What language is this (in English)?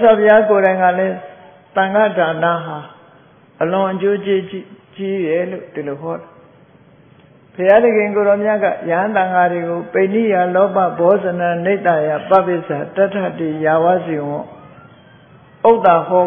Burmese